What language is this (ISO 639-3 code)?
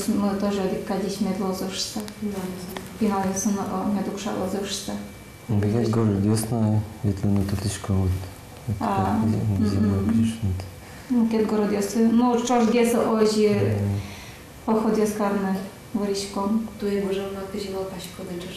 udm